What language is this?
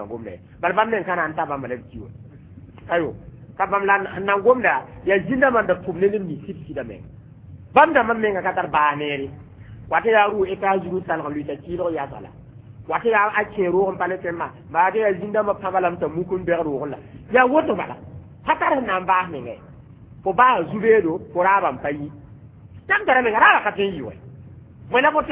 Mossi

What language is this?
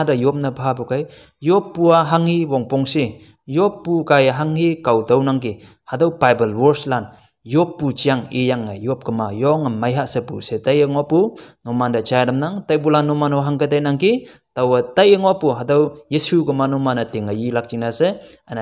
Konyak Naga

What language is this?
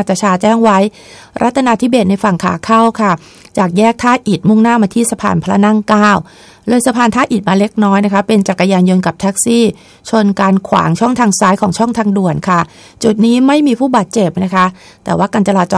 Thai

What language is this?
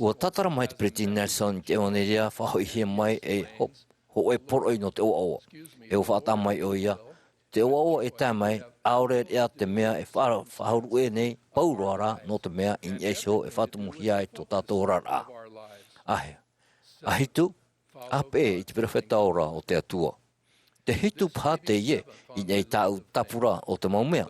Tahitian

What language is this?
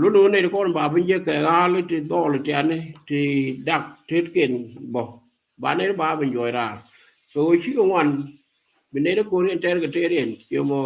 Nuer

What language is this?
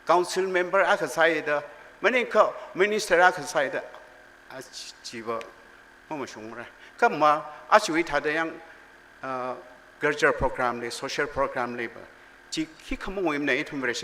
Tangkhul Naga (India)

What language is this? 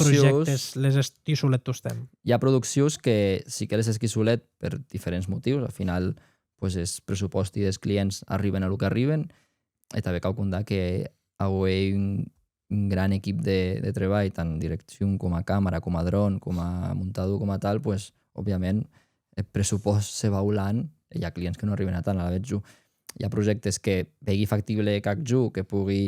Occitan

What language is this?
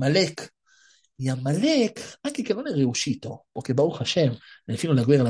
Italian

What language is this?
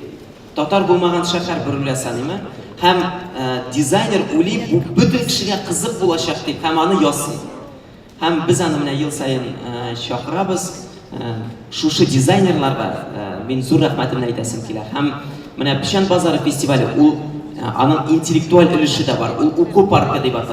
Tatar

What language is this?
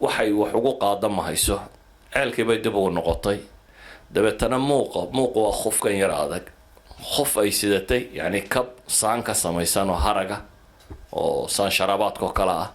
Somali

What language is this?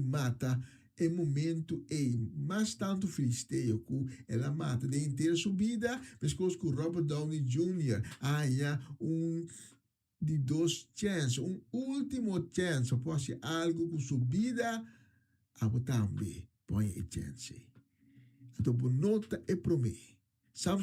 Papiamento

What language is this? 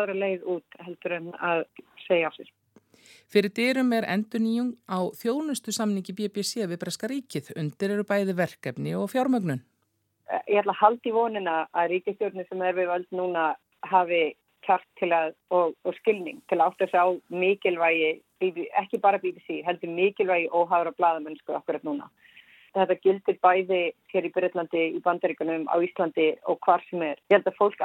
Icelandic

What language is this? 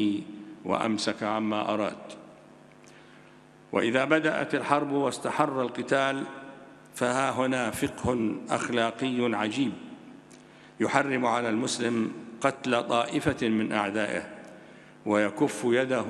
Arabic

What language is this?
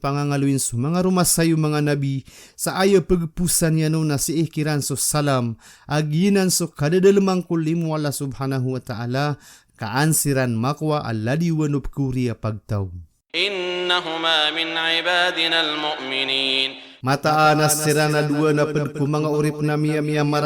Maranao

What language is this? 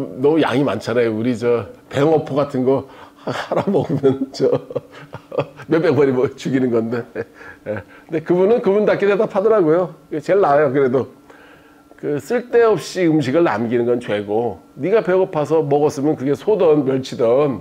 Korean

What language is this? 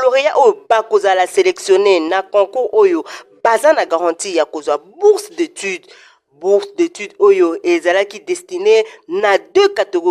Lingala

